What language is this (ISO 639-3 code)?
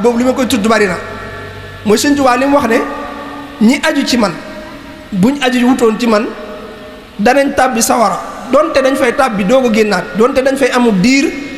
wol